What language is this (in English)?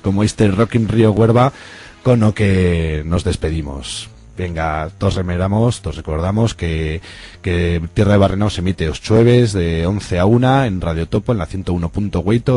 Aragonese